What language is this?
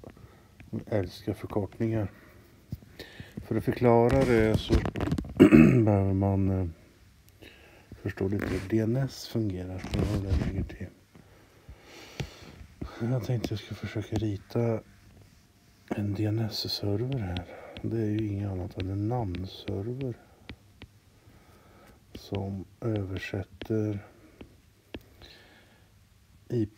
Swedish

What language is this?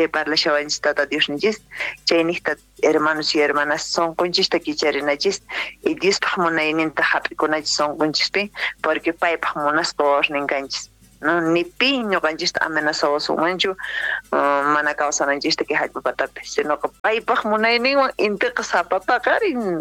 South Bolivian Quechua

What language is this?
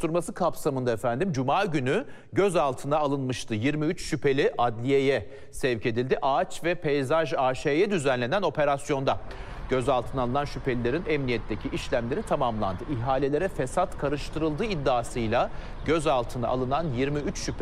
Turkish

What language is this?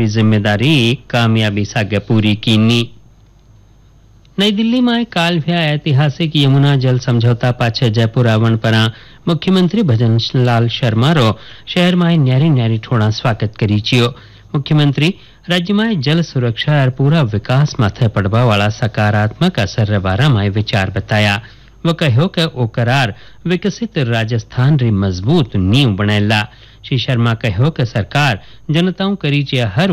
Hindi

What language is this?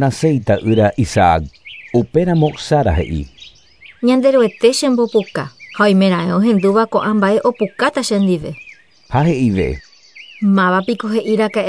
Guarani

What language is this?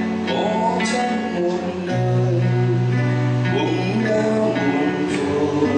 Vietnamese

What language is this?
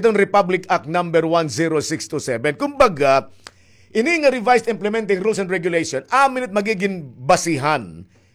Waray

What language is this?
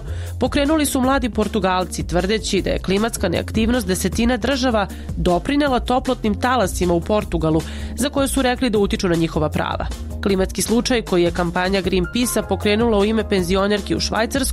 Serbian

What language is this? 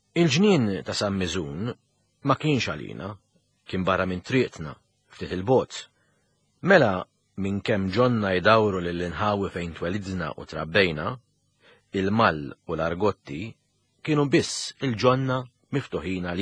Maltese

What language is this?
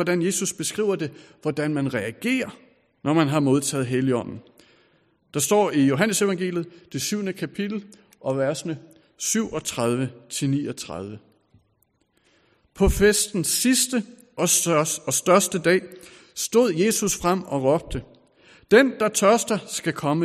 Danish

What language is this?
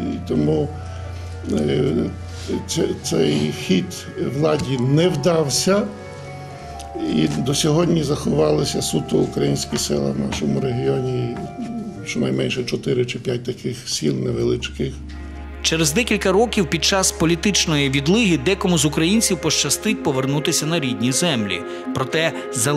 Ukrainian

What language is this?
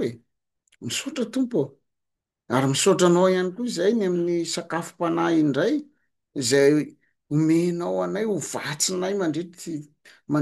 Malagasy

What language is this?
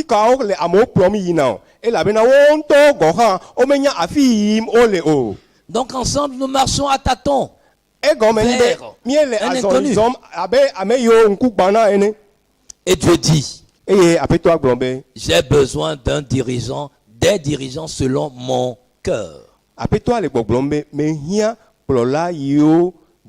Ewe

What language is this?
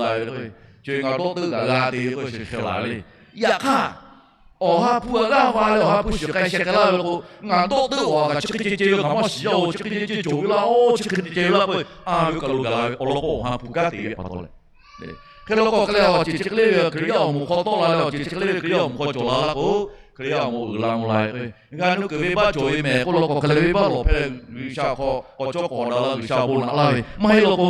Lahu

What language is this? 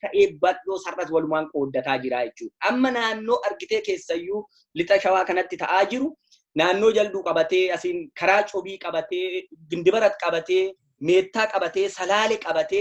Oromo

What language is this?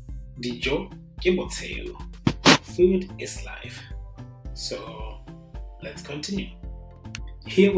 Tswana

